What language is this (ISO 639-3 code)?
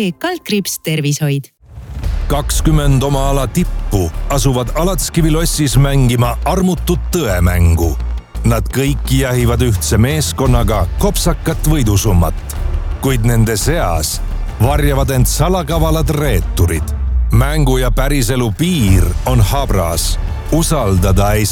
est